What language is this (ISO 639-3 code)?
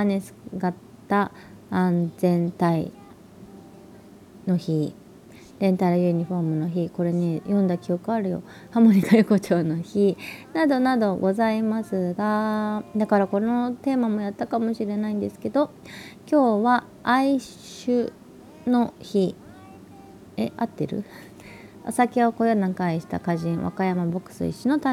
jpn